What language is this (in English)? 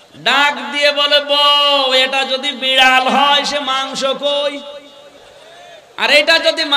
Bangla